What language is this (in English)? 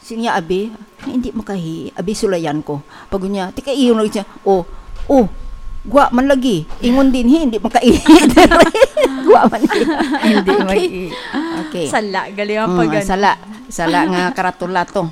Hiligaynon